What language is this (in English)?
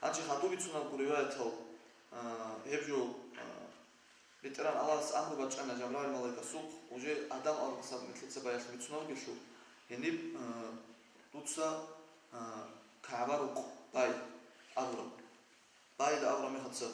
Avaric